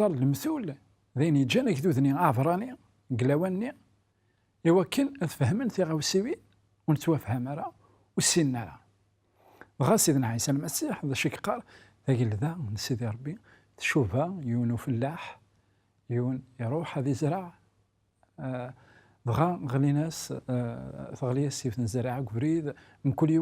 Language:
Kabyle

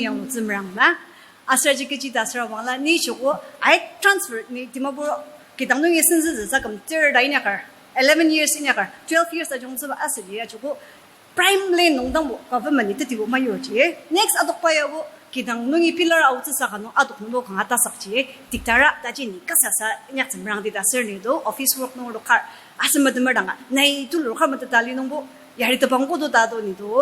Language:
Ao Naga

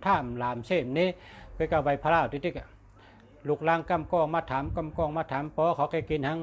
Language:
Shan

